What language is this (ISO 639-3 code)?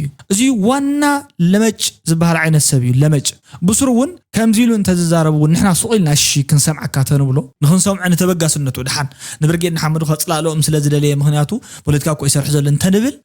tir